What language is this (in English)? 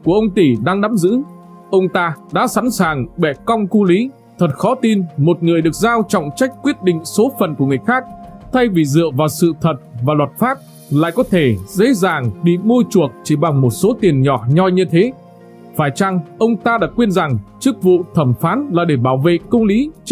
Vietnamese